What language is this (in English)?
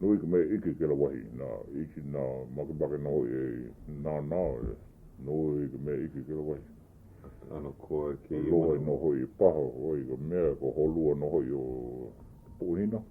Hawaiian